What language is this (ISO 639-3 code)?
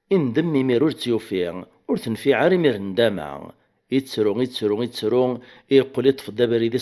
kab